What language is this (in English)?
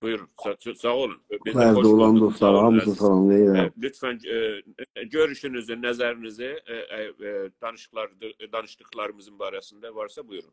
South Azerbaijani